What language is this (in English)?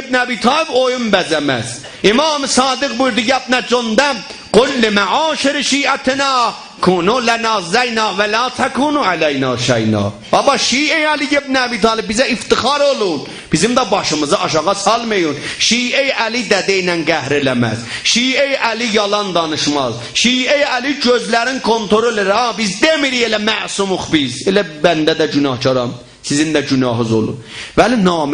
South Azerbaijani